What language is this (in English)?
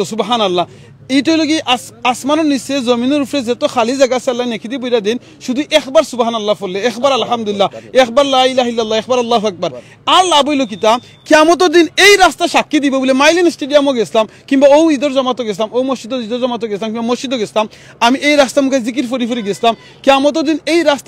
Sylheti